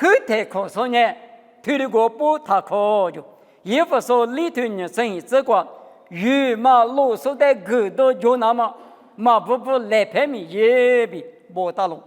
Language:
Lisu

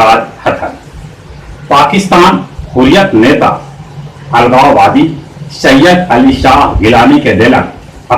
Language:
Magahi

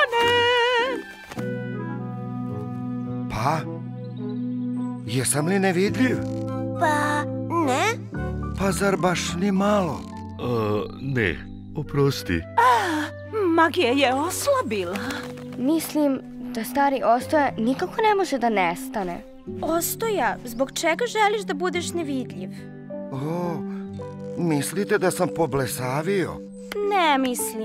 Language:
Serbian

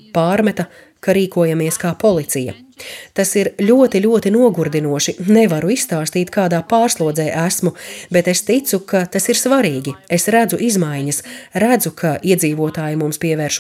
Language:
Latvian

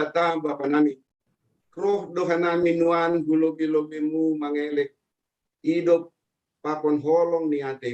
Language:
Batak Simalungun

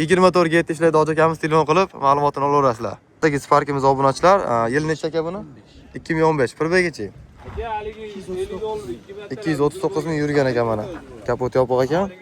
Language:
Uzbek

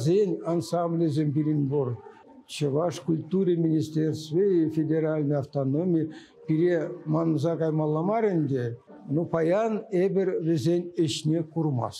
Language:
Chuvash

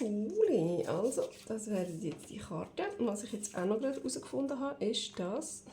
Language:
Swiss German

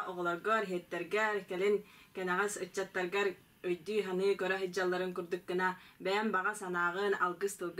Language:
Yakut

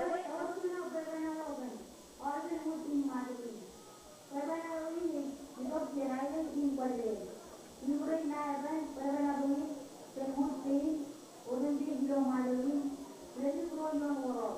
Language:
Marshallese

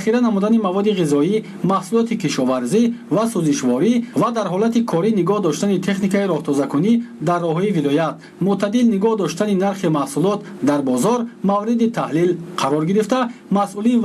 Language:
Tajik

